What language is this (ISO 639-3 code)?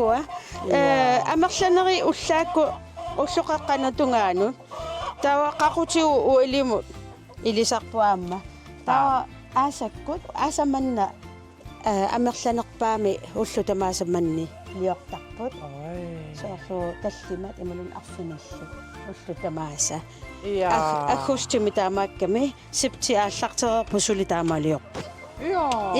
kal